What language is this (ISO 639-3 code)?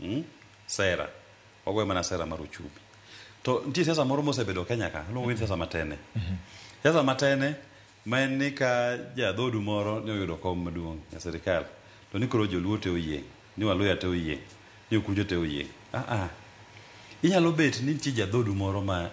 luo